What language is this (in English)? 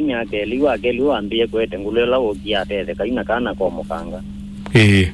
Kamba